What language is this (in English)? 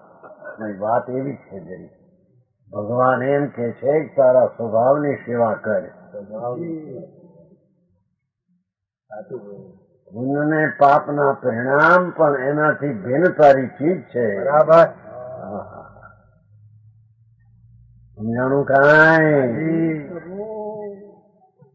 Gujarati